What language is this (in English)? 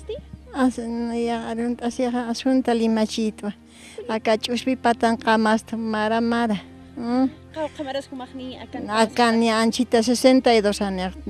Aymara